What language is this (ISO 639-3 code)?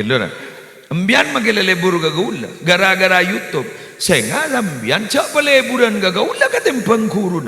mad